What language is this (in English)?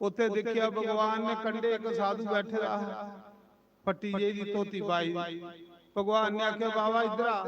Dogri